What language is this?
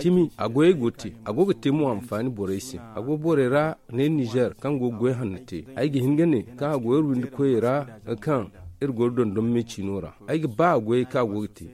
Zarma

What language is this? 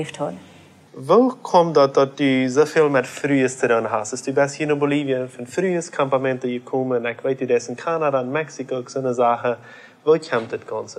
Plautdietsch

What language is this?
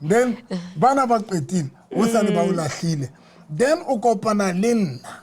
Southern Sotho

